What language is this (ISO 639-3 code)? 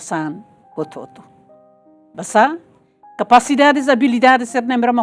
tet